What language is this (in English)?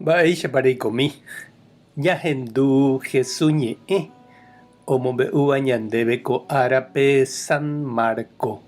Guarani